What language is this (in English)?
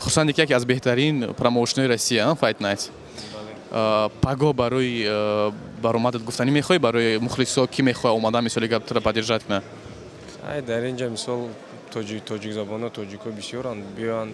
Tajik